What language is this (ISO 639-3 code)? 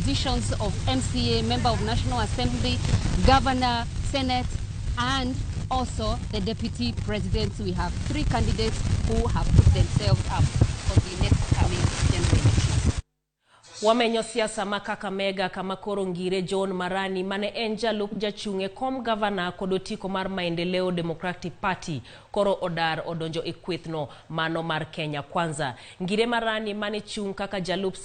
luo